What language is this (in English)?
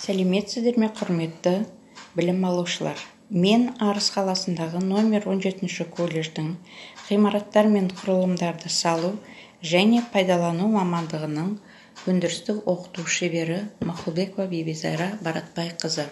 Kazakh